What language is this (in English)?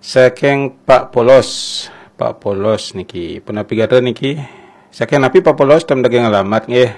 Balinese